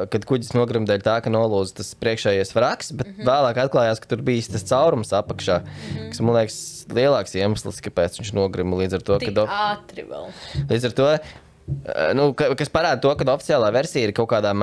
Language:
Latvian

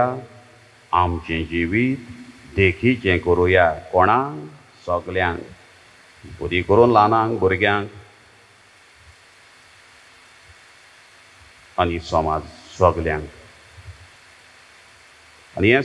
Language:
Konkani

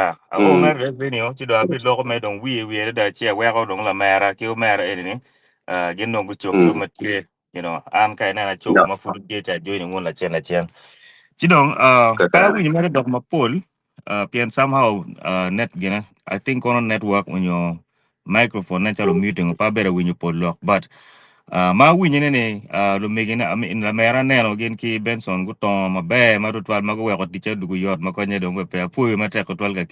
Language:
Acoli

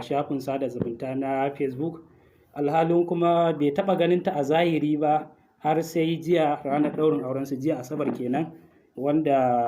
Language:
Hausa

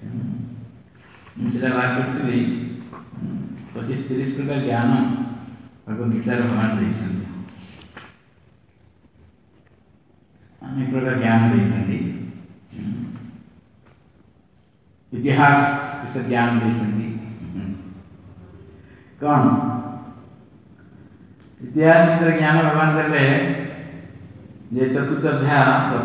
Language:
Odia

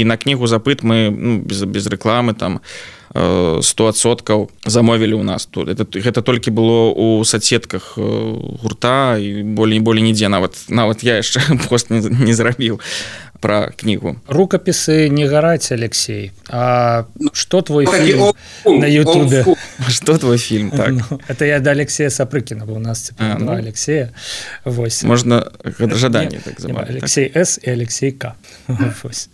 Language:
Belarusian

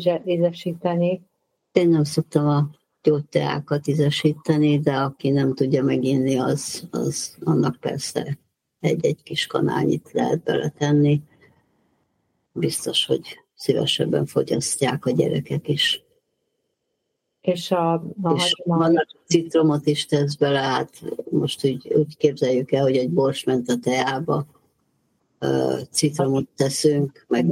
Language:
Hungarian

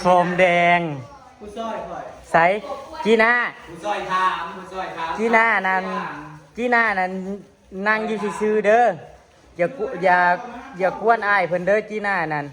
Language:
Northeastern Thai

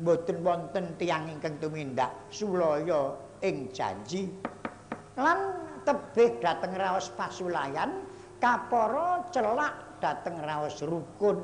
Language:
Javanese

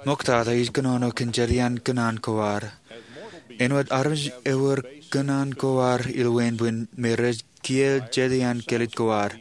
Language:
Marshallese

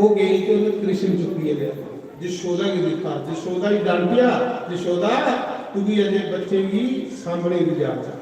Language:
Dogri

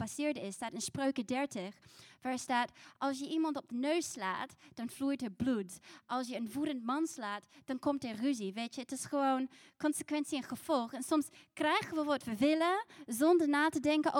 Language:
Dutch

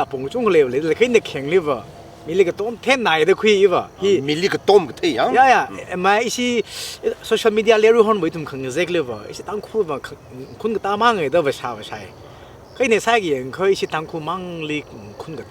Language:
Tangkhul Naga (India)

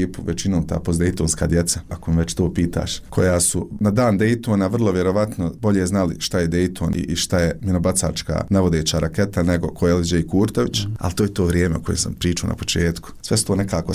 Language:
Bosnian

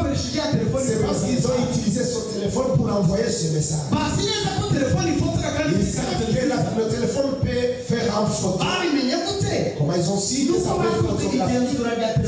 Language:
Kinyarwanda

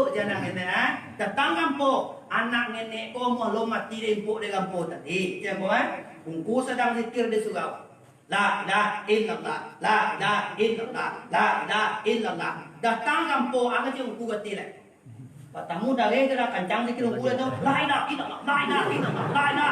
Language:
Minangkabau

